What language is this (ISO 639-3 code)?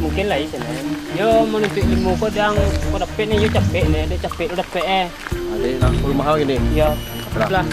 min